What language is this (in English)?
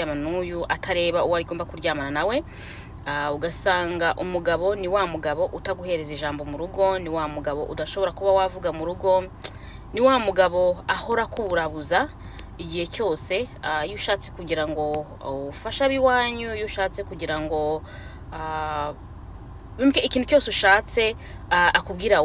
Kinyarwanda